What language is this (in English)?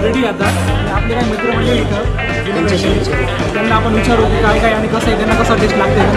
Marathi